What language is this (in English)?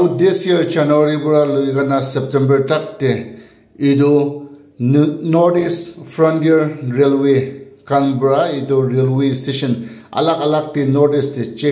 Naga Pidgin